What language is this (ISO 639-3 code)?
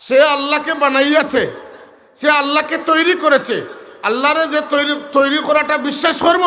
syl